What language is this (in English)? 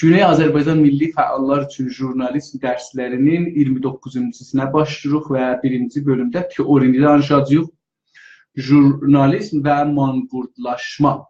South Azerbaijani